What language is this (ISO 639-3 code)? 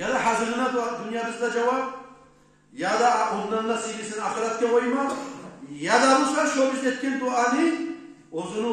kum